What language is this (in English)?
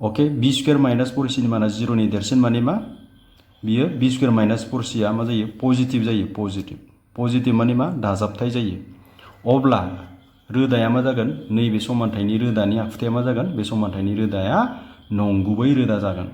Bodo